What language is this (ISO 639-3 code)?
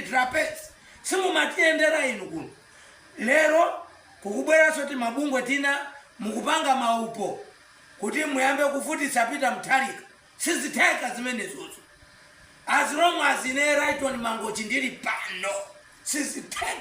nya